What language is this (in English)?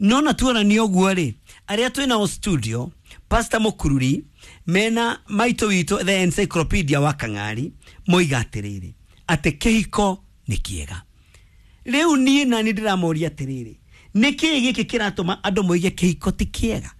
Kikuyu